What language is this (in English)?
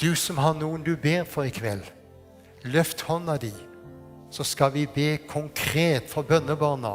Faroese